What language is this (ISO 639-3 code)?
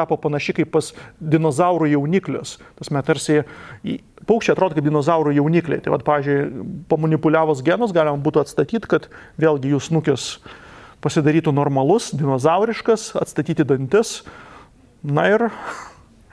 lit